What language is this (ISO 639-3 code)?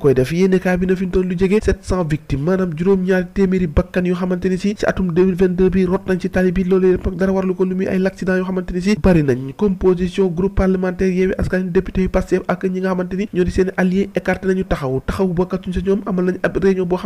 wol